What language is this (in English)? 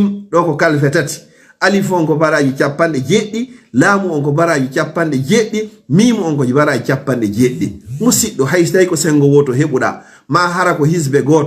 Fula